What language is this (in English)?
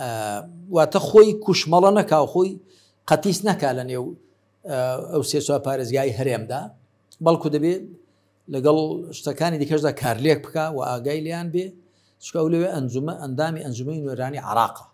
Central Kurdish